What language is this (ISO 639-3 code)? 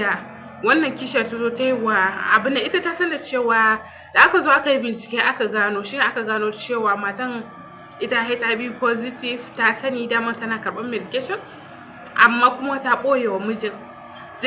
hau